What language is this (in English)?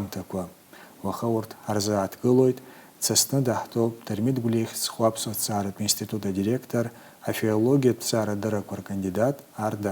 Abkhazian